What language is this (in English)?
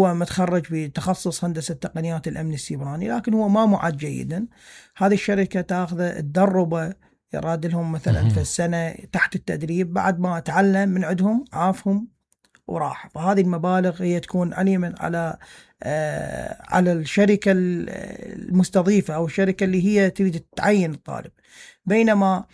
Mesopotamian Arabic